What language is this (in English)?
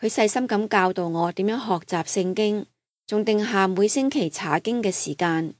Cantonese